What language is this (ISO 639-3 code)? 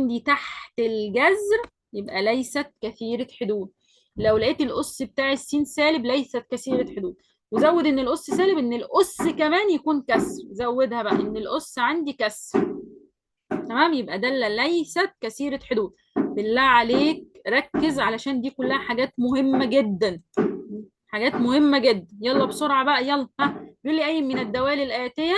arz